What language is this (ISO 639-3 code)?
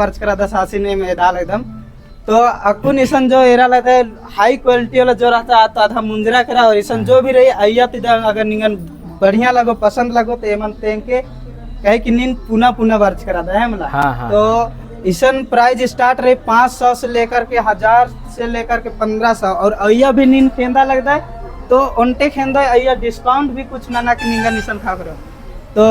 kru